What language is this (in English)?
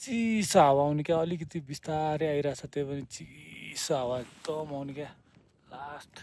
Nepali